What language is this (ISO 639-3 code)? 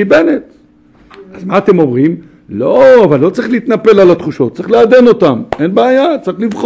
heb